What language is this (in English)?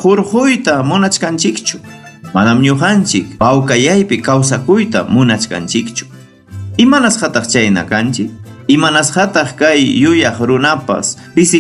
Ayacucho Quechua